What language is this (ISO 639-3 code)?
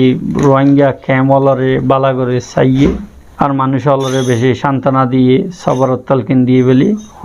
rhg